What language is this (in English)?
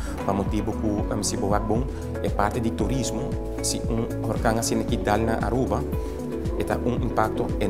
Papiamento